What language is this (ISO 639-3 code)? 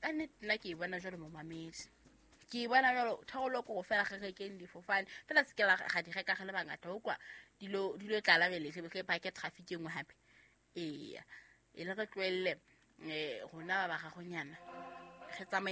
sot